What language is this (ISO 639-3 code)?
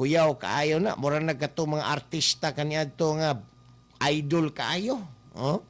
ceb